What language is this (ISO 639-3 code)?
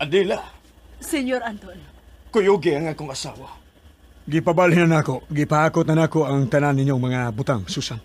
ceb